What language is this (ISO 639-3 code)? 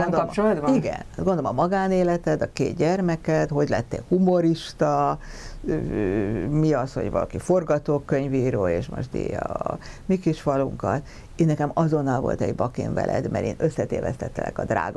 hun